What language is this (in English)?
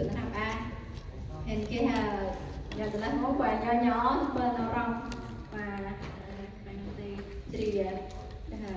Central Mnong